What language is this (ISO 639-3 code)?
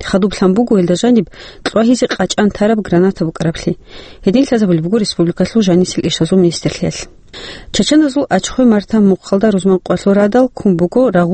ava